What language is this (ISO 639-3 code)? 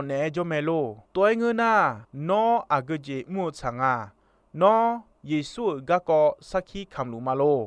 ahk